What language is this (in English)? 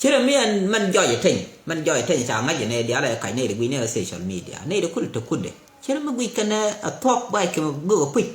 Nuer